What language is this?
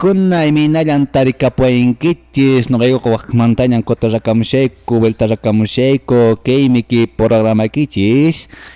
Quechua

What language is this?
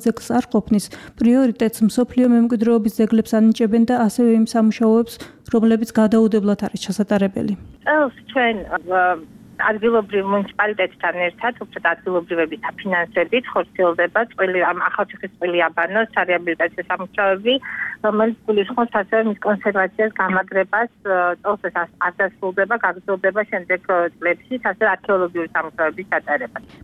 Georgian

